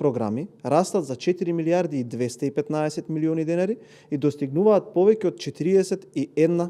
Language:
Macedonian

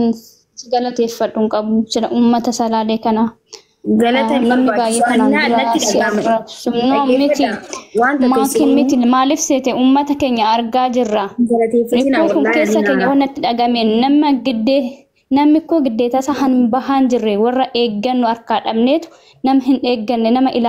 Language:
Oromo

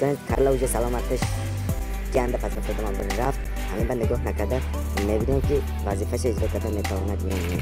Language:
Tajik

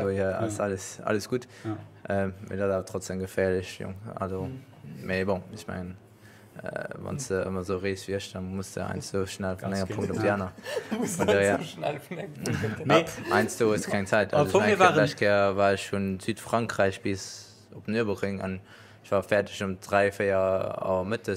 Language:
Luxembourgish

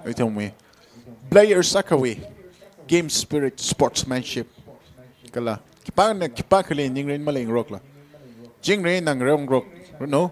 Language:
Tangkhul Naga (India)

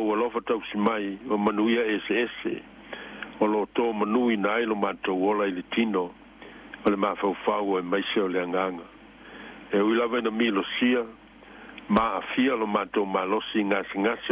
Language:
Samoan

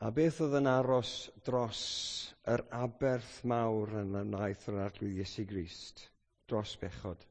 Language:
Welsh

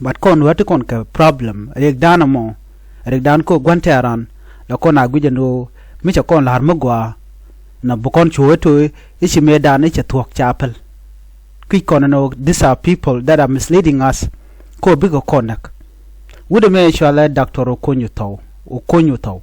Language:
Nuer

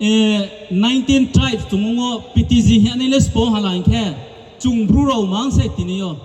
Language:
Riang (India)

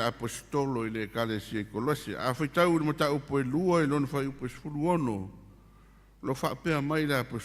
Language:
Samoan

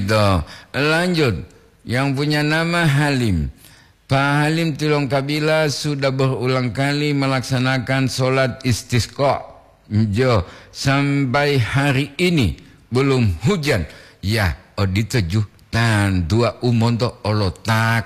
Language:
Gorontalo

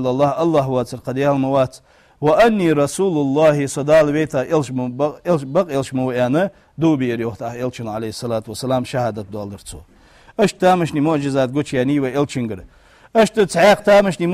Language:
Ingush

